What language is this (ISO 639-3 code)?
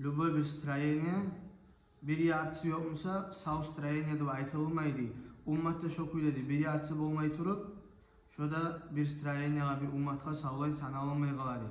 kum